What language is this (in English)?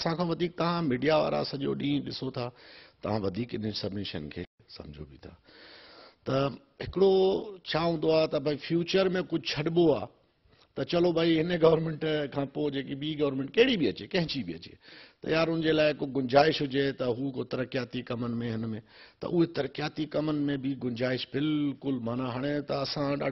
Sindhi